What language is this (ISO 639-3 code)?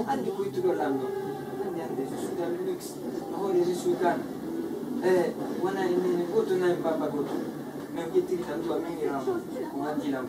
ful